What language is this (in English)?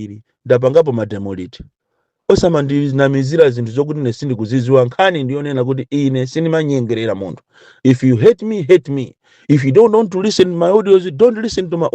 Nyanja